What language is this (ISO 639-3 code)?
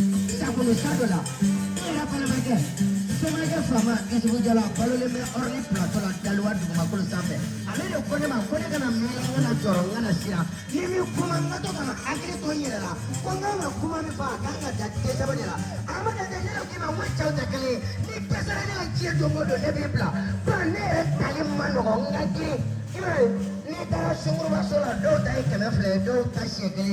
bam